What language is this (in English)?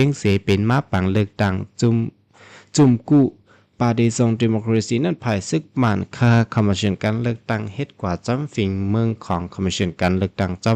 Shan